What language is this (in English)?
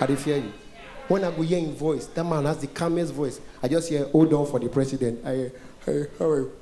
Nigerian Pidgin